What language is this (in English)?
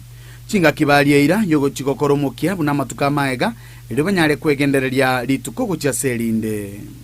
Gusii